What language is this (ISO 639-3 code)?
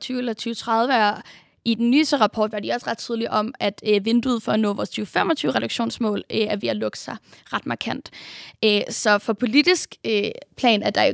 dan